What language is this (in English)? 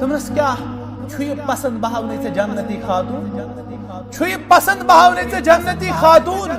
Kashmiri